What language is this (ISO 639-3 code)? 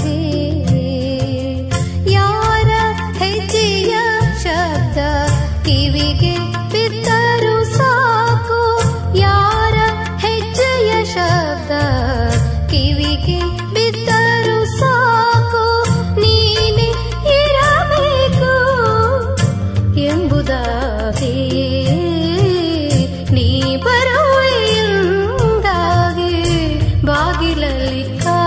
kan